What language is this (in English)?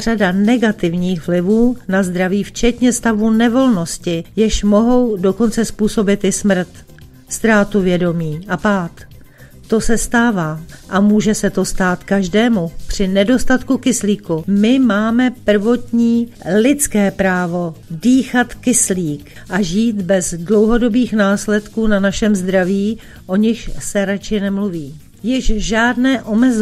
Czech